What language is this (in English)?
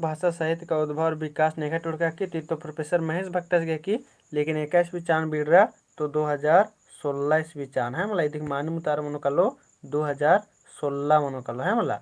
Kurukh